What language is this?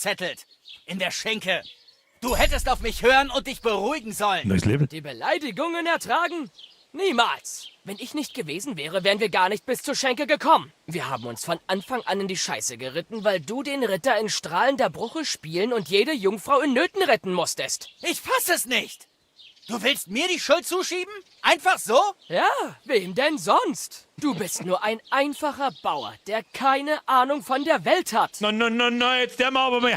Bavarian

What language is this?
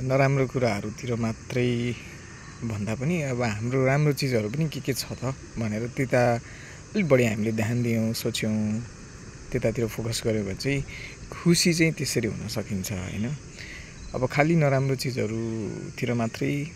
Nepali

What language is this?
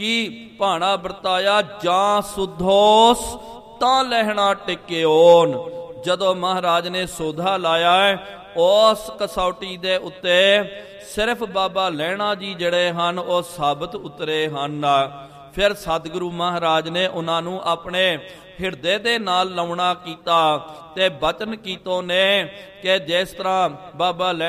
Punjabi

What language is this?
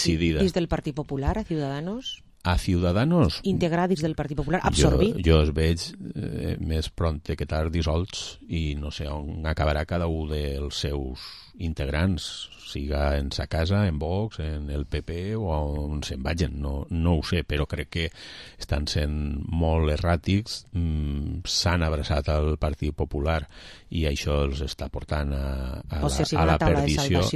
Catalan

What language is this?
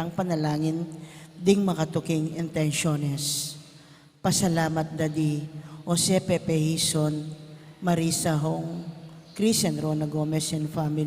Pampanga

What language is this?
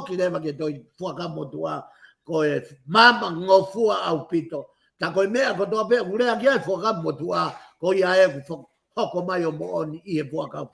Tongan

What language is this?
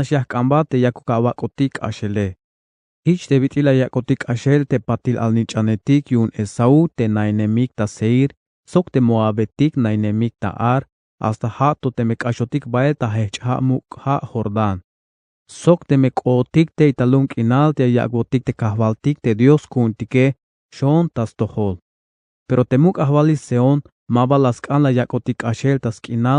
Tzeltal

